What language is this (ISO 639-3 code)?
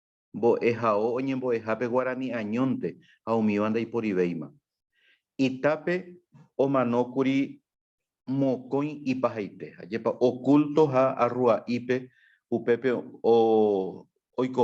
grn